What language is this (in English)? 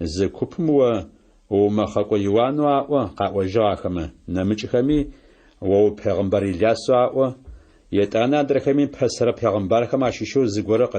Adyghe